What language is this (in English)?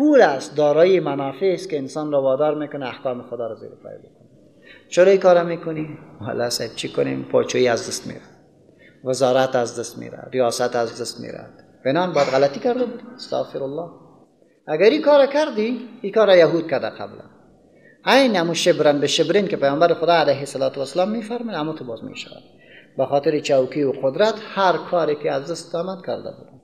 Persian